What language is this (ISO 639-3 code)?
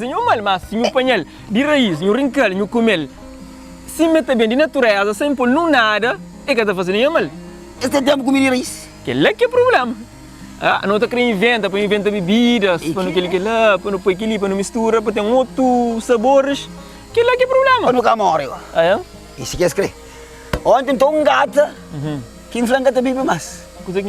kea